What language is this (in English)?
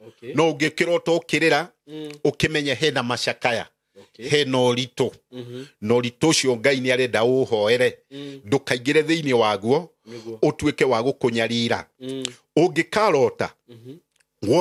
Kikuyu